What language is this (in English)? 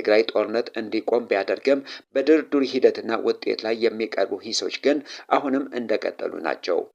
Amharic